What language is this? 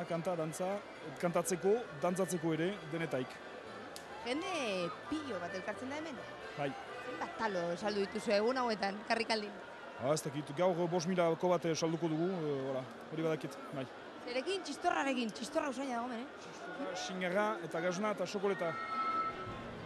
Basque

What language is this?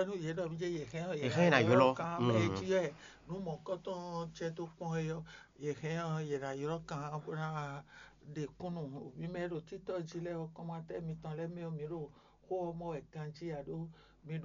Fon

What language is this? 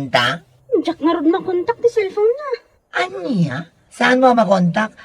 Iloko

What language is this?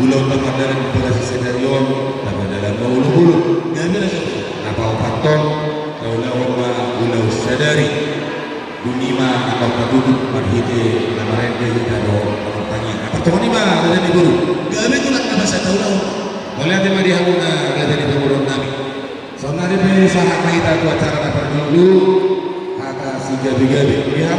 Batak Toba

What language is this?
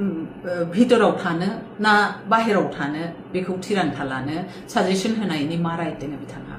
Bodo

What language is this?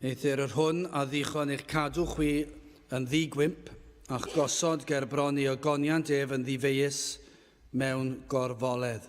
Welsh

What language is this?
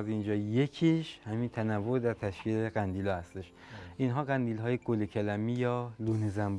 Persian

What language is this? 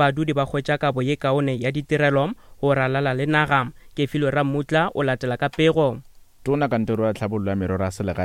Northern Sotho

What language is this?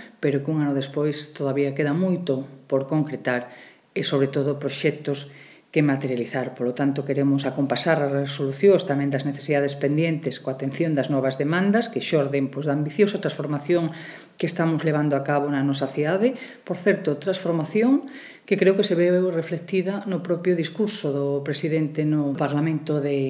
Galician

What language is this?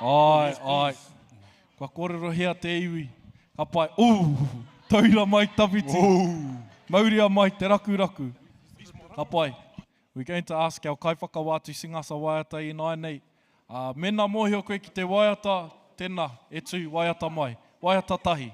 Māori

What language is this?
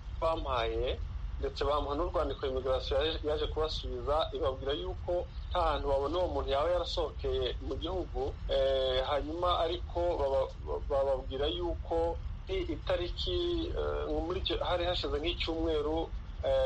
Kinyarwanda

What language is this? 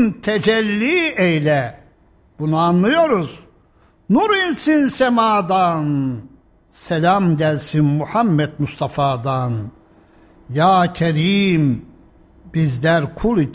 Turkish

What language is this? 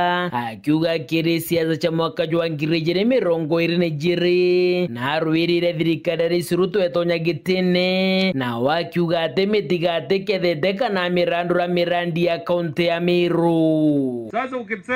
Meru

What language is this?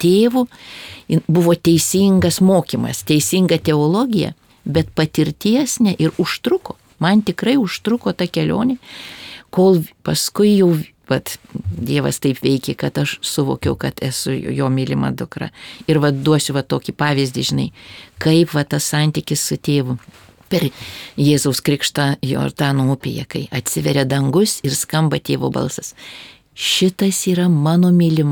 Lithuanian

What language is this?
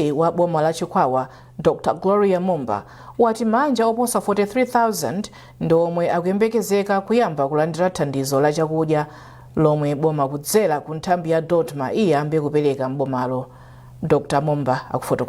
Nyanja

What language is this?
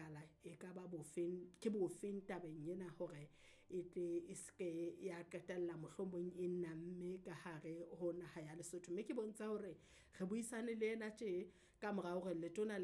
Southern Sotho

